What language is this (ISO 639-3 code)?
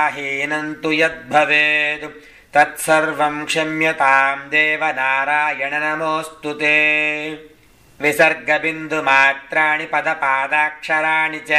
san